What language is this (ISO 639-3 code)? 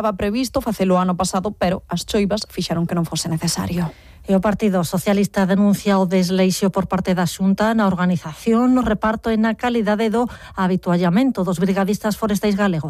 glg